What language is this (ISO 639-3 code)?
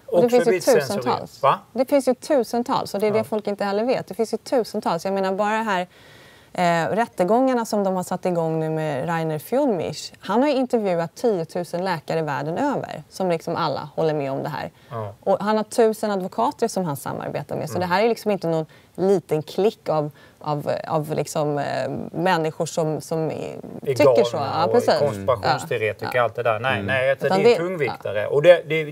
swe